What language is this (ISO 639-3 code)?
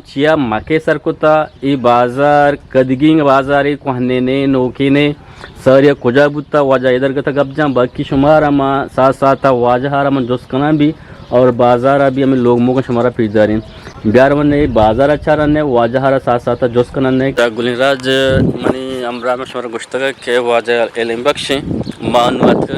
bgp